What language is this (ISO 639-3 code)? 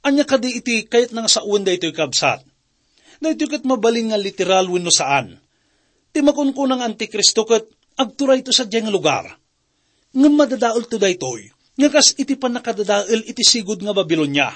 ilo